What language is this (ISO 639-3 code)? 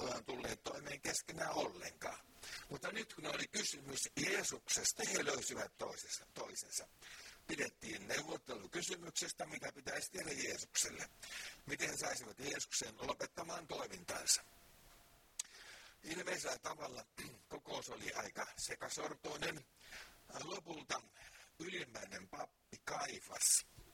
fin